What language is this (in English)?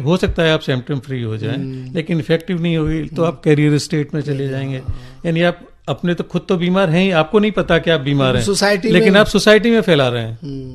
Hindi